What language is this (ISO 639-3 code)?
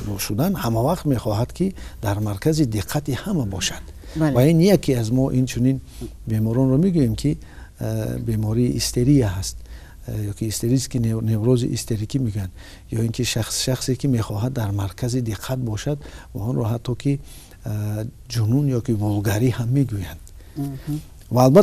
tgk